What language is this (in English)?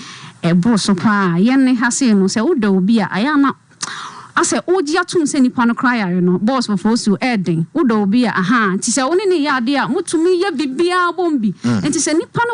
Akan